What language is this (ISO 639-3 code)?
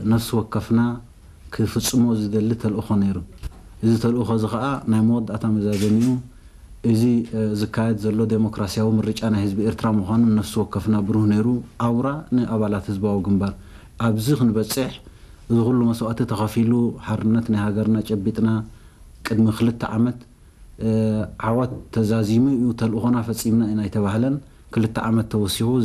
tir